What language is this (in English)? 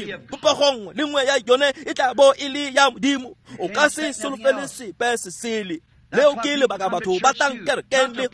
Tswana